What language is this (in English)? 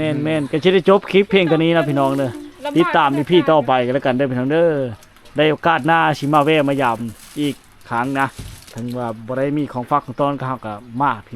Lao